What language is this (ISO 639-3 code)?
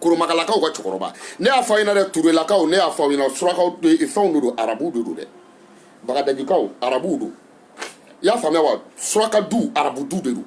bam